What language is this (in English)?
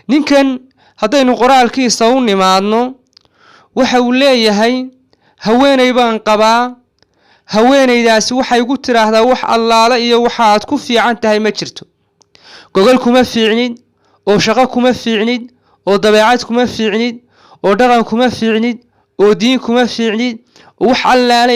Somali